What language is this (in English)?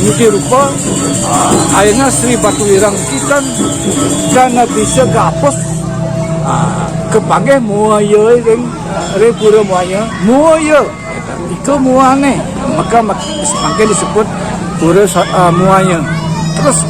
Balinese